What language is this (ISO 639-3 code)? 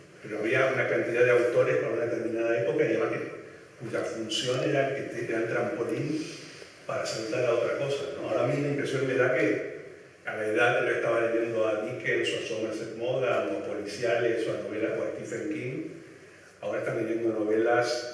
spa